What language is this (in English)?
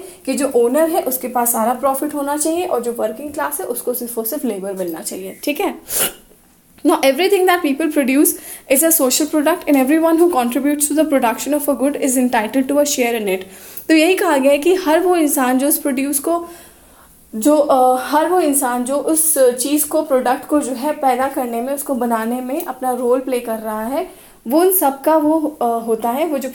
Hindi